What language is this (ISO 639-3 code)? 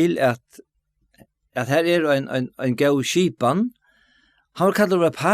fao